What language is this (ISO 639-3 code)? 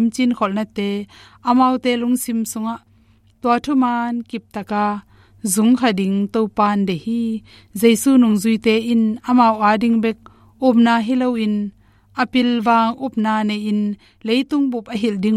ctd